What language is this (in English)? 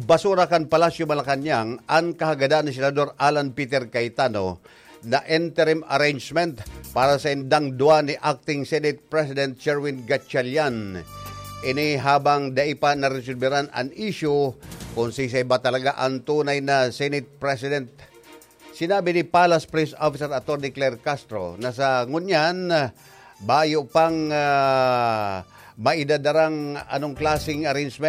Bikol